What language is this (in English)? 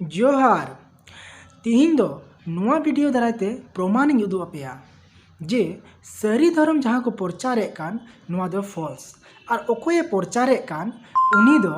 Santali